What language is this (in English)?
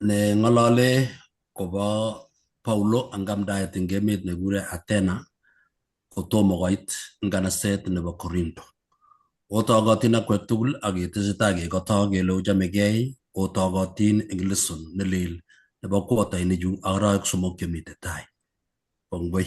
Kalenjin